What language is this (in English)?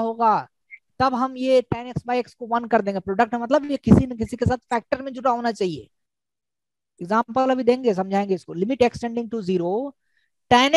Hindi